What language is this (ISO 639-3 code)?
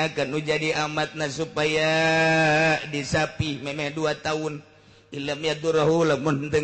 sun